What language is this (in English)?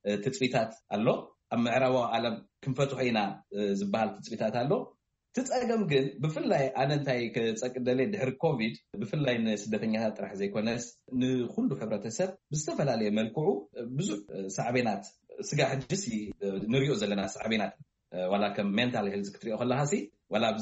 Tigrinya